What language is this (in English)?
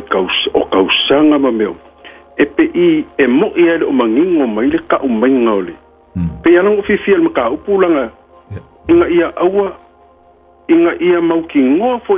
Samoan